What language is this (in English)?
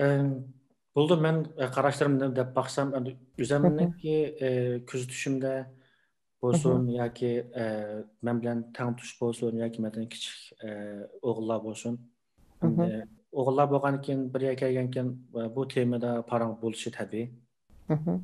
Uyghur